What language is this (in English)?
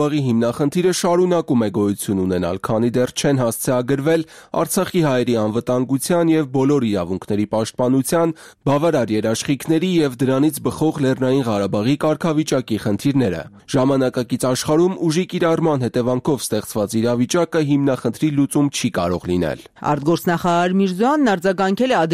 Armenian